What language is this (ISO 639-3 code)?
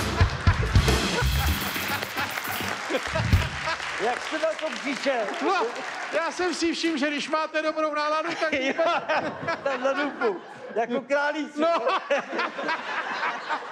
ces